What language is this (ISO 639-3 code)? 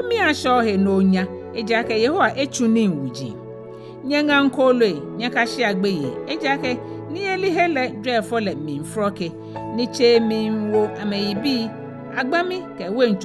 gaa